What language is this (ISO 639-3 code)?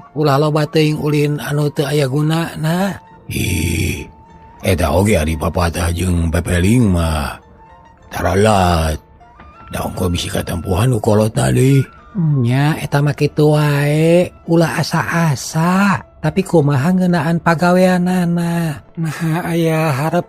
sun